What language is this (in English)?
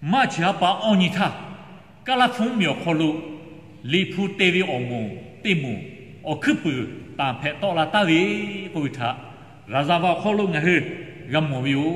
Lahu